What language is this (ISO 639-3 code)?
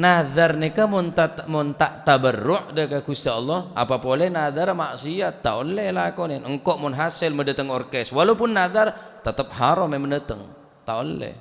mad